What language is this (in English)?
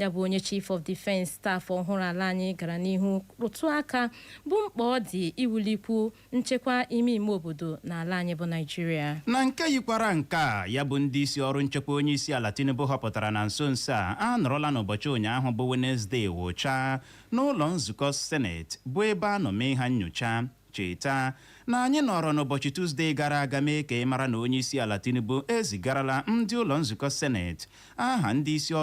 Igbo